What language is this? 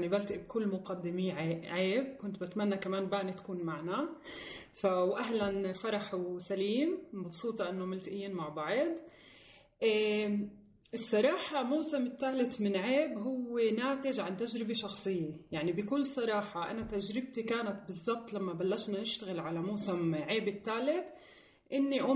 North Levantine Arabic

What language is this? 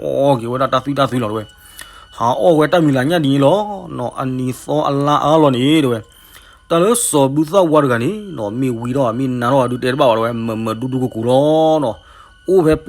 S'gaw Karen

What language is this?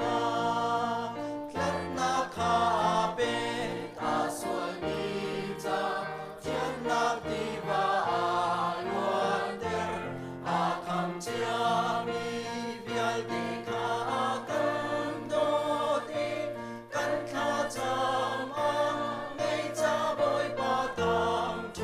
Hakha Chin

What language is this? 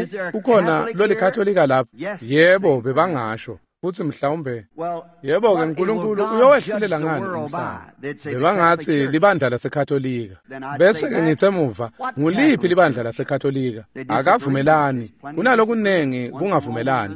Swati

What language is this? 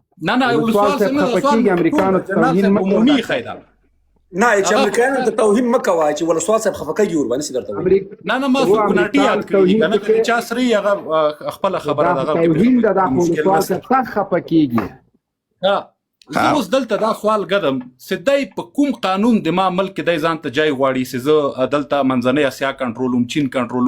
Pashto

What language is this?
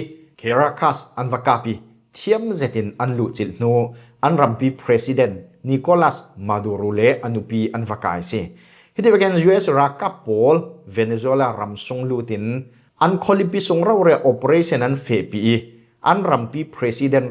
Falam Chin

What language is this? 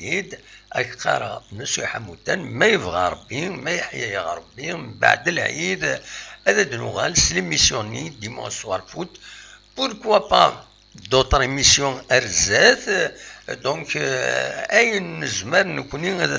Kabyle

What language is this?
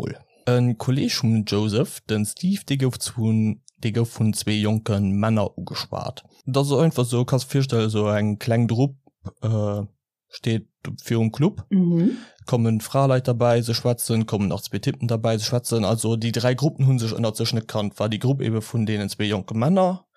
Luxembourgish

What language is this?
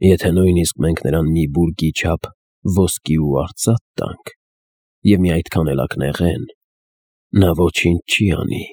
Armenian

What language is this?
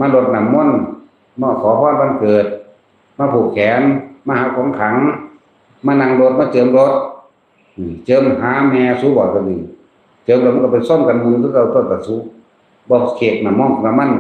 Northeastern Thai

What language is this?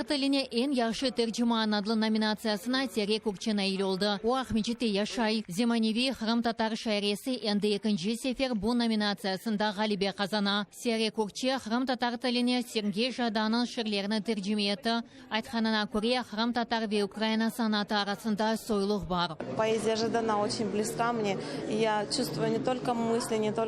Crimean Tatar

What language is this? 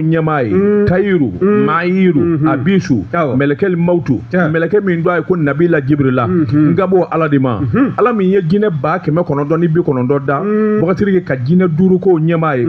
Bambara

